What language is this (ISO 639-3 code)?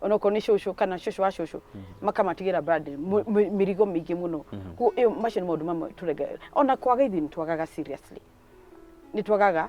kik